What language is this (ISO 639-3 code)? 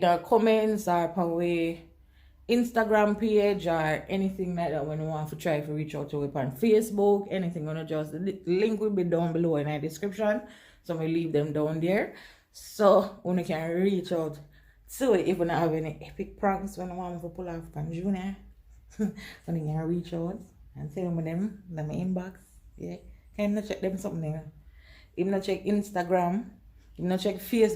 jam